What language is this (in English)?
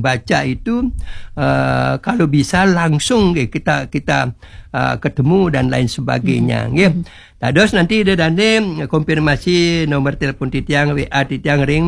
Balinese